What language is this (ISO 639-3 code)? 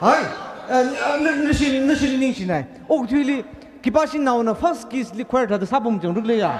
nmf